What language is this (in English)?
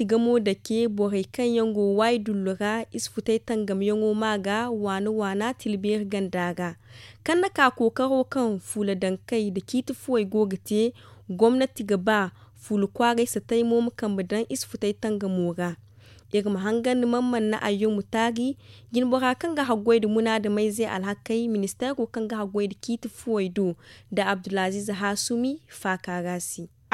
Zarma